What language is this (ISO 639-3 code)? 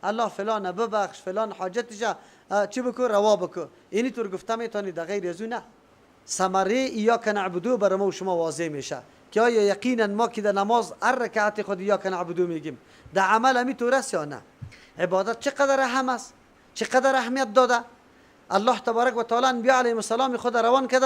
fas